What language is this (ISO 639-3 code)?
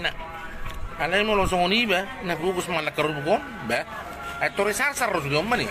bbc